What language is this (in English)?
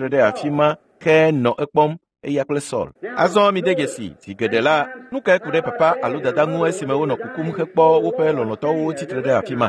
Ewe